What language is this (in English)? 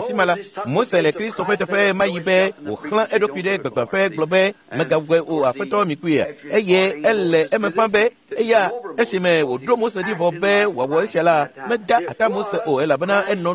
Ewe